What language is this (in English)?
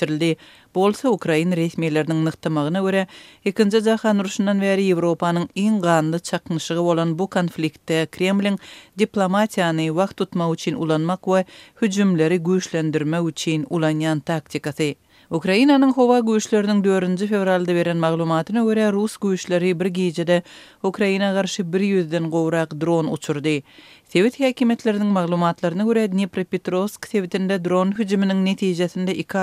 Turkmen